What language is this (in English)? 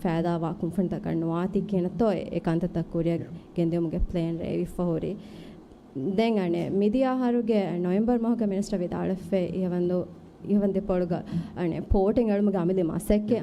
Divehi